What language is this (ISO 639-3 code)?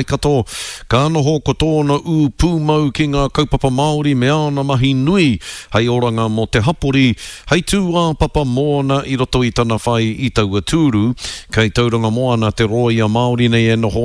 mri